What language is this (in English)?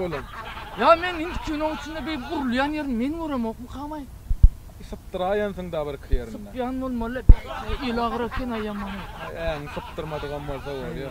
Turkmen